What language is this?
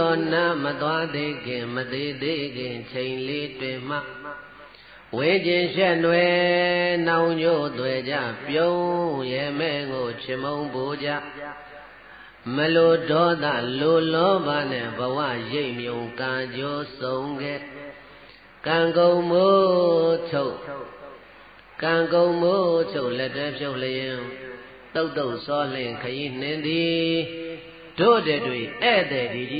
Burmese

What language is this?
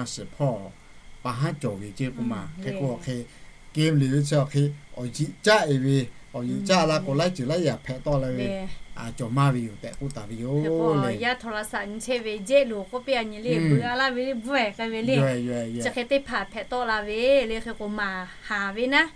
Lahu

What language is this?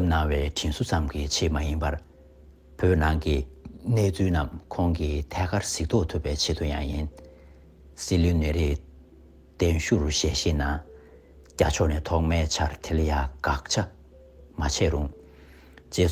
Tibetan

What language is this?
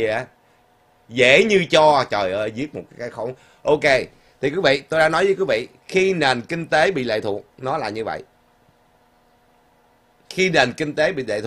Vietnamese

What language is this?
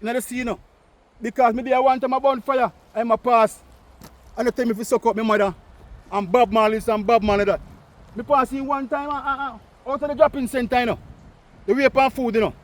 Jamaican Creole English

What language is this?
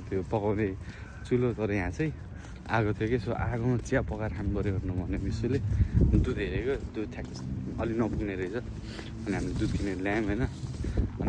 Nepali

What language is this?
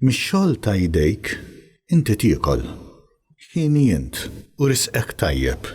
Maltese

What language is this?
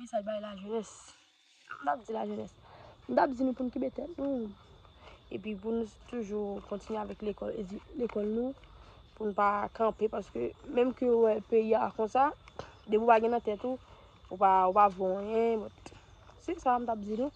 Haitian Creole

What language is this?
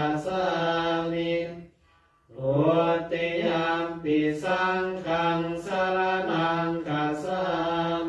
Pali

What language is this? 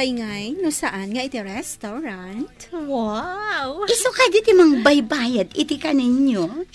Iloko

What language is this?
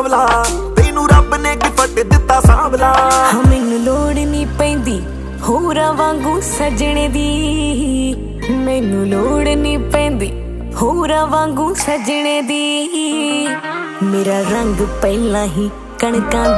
Punjabi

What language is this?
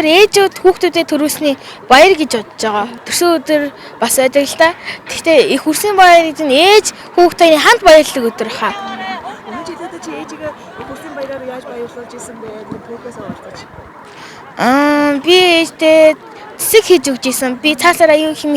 Mongolian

